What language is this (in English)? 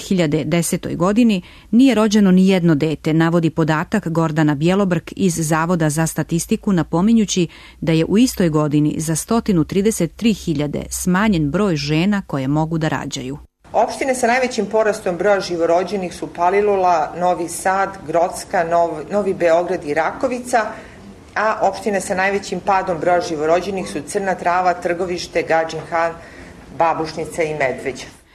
Serbian